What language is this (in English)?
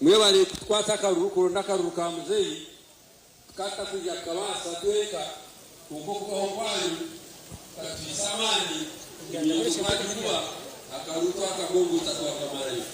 Nyankole